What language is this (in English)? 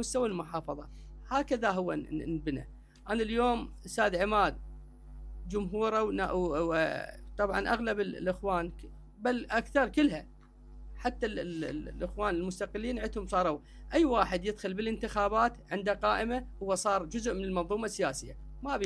Mesopotamian Arabic